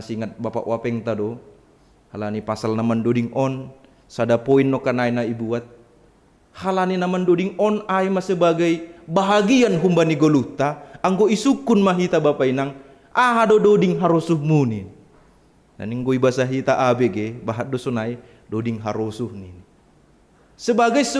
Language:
Batak Simalungun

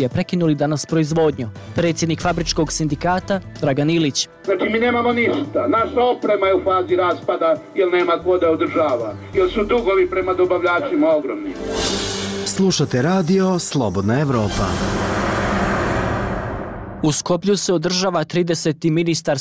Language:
Bosnian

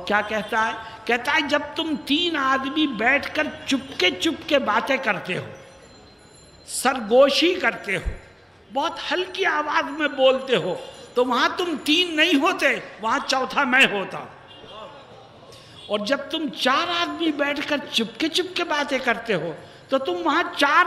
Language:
Urdu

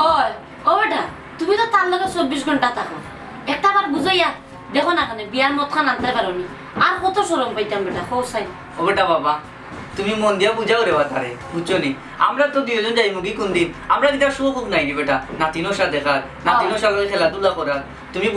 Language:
Sylheti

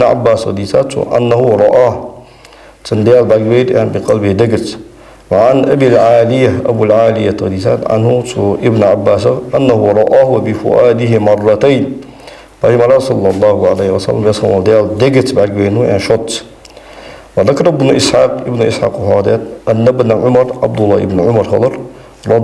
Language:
Ingush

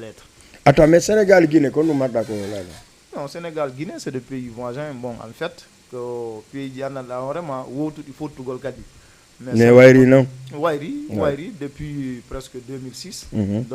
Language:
Fula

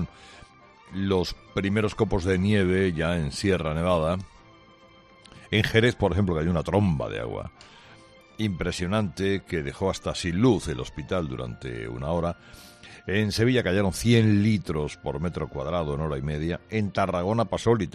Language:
Spanish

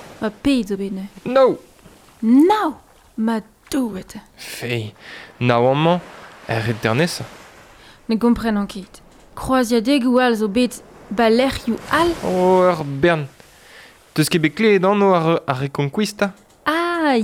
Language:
Breton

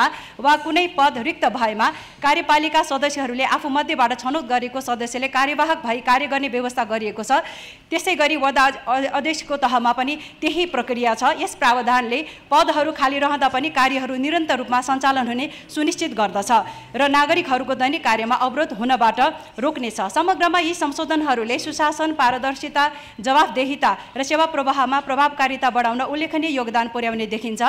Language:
Nepali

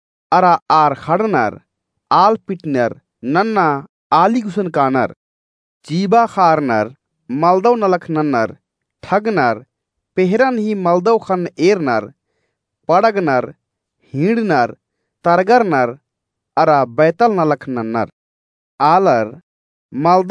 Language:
Kurukh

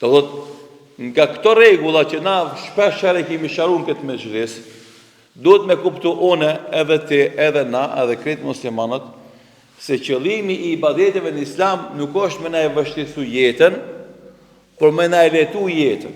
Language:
Albanian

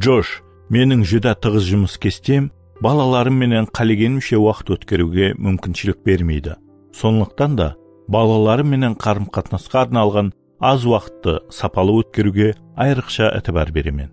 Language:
Kara-Kalpak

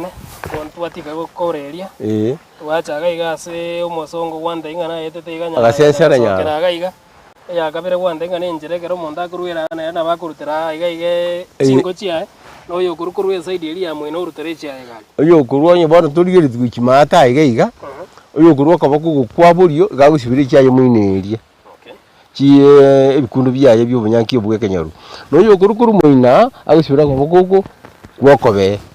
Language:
Gusii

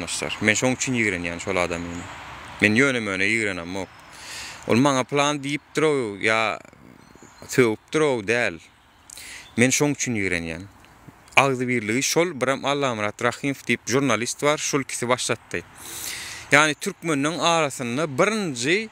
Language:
Turkmen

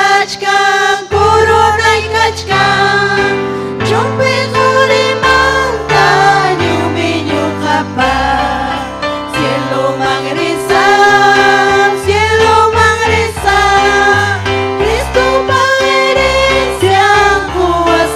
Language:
Ayacucho Quechua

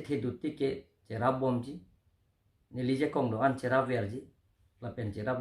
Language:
Karbi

